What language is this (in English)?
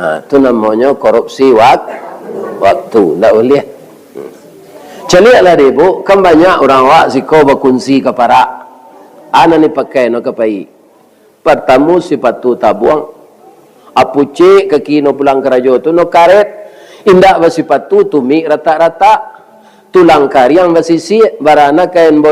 Minangkabau